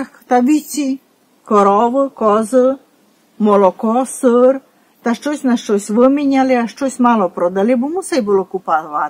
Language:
Rusyn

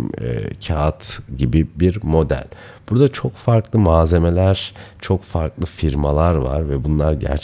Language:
Turkish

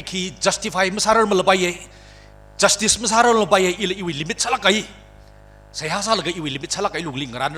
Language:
Tangkhul Naga (India)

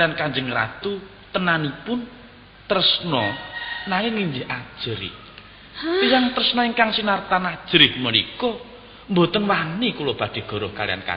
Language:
Javanese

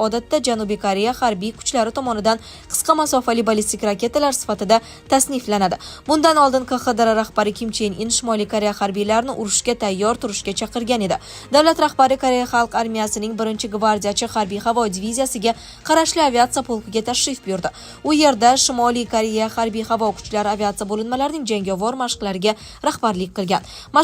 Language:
Uzbek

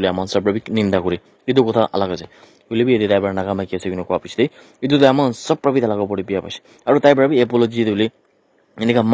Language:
Naga Pidgin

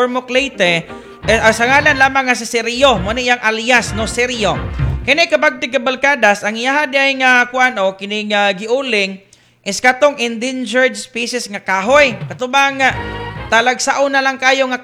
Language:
Cebuano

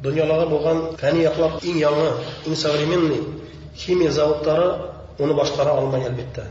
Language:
Bashkir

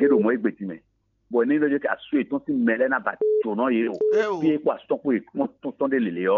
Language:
Fon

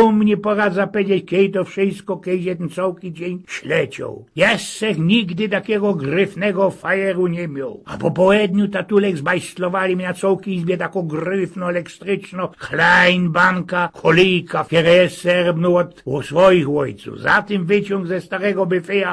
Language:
Silesian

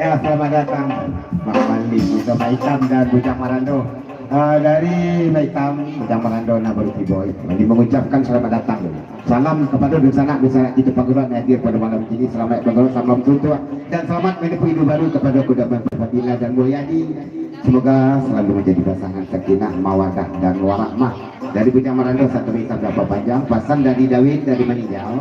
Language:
Minangkabau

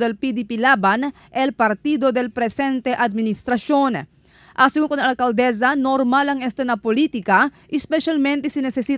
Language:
Chavacano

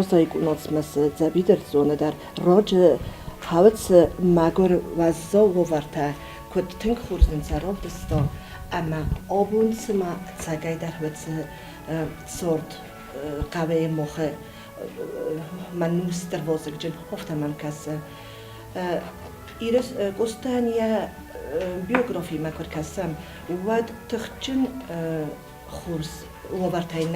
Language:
Ossetic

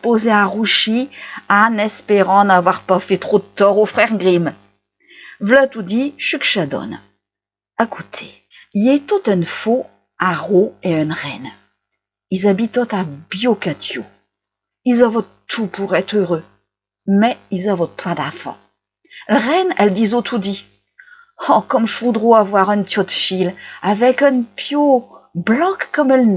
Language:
Picard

